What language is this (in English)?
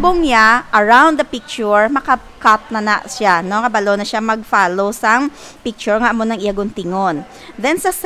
Hiligaynon